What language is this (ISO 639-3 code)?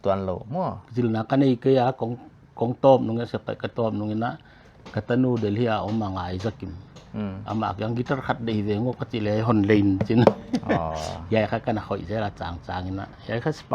pck